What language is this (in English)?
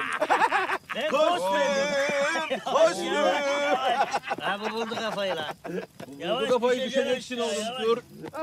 Turkish